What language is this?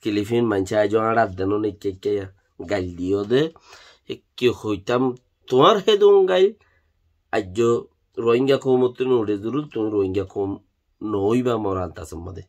Rohingya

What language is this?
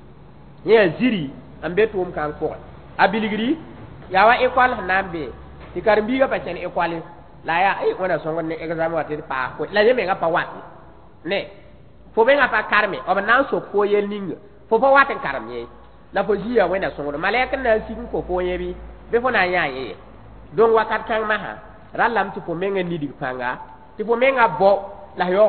Mossi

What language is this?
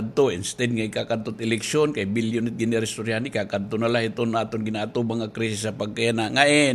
Waray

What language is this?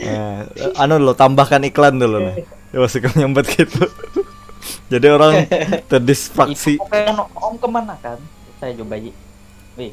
Banjar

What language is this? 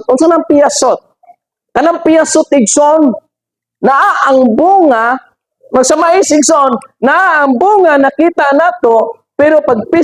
Cebuano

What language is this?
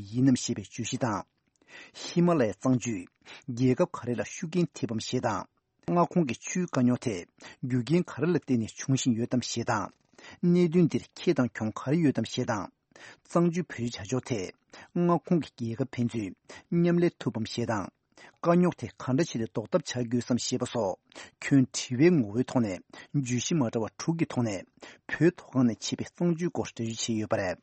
Tibetan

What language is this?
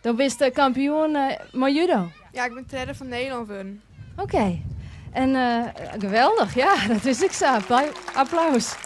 Western Frisian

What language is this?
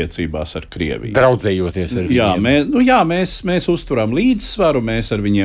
Latvian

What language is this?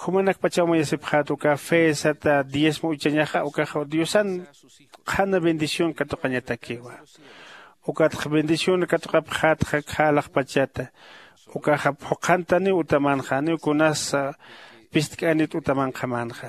Aymara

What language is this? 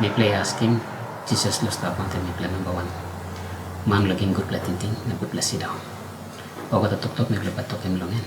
Tok Pisin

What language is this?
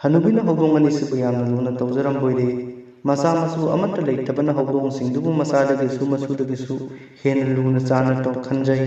Manipuri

